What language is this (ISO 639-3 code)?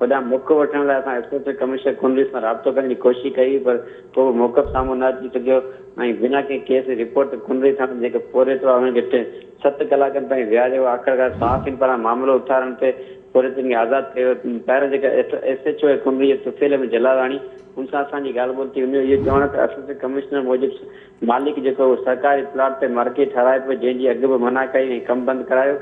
snd